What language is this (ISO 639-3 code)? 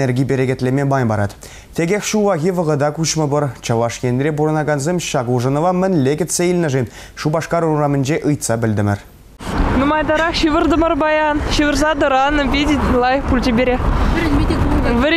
chv